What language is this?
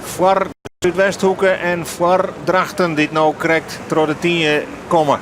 Western Frisian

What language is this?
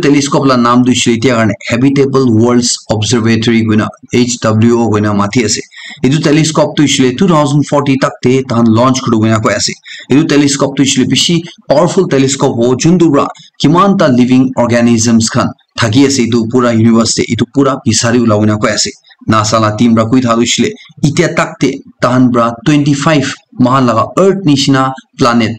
Naga Pidgin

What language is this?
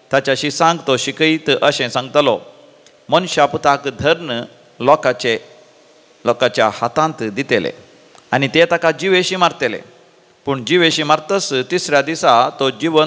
Konkani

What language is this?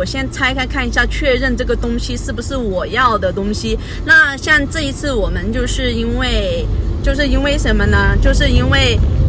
Chinese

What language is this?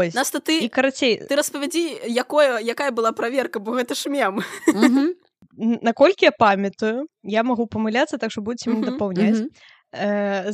Belarusian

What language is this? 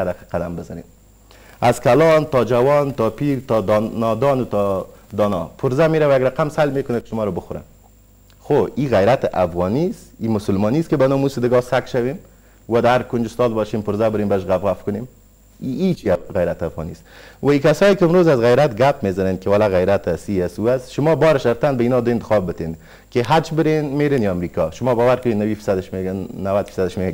Persian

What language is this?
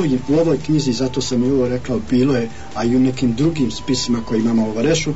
Bosnian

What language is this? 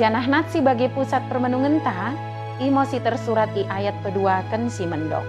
Batak Dairi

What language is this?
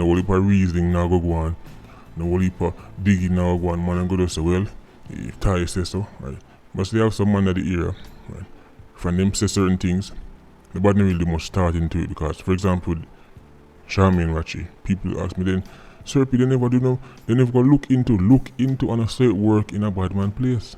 Jamaican Creole English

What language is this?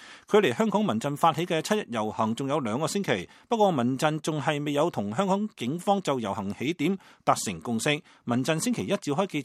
Cantonese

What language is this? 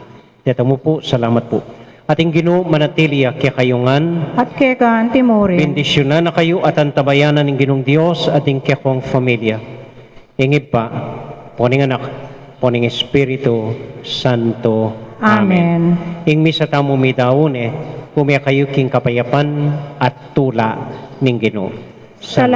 Pampanga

